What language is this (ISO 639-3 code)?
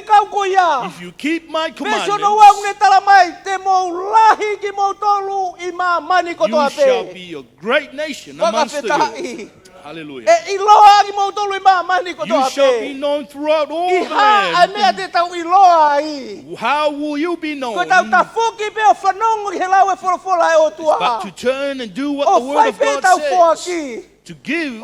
ton